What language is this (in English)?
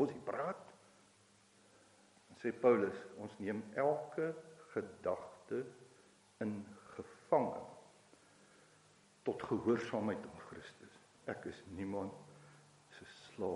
Afrikaans